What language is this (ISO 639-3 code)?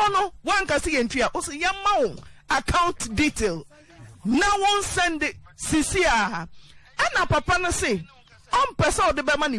aka